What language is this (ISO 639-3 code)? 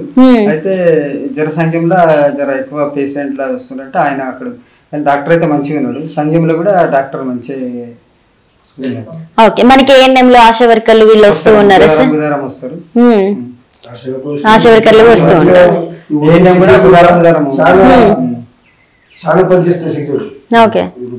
tel